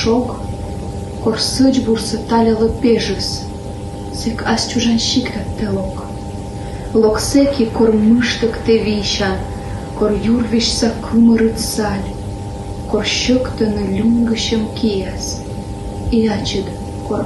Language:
Komi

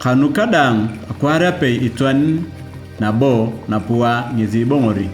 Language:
Turkana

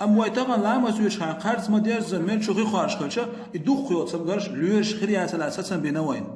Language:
Chechen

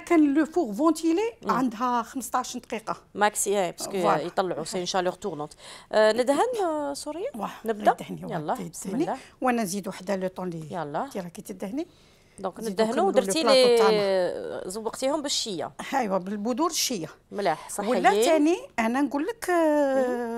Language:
Algerian Arabic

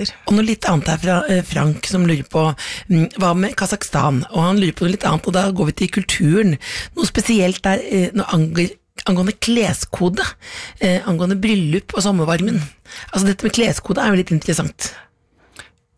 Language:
Norwegian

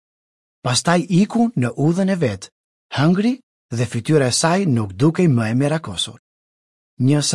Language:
Albanian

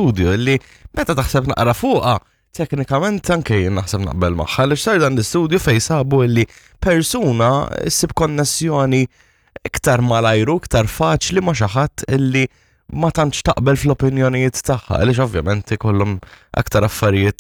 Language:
Maltese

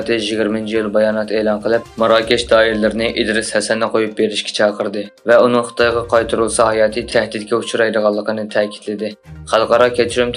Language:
Uyghur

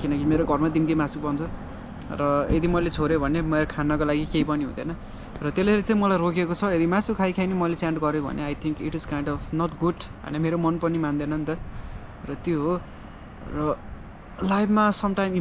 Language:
Nepali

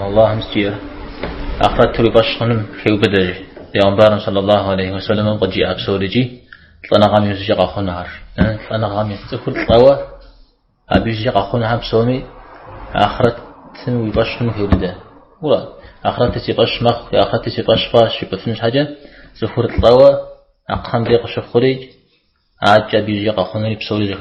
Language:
Kabardian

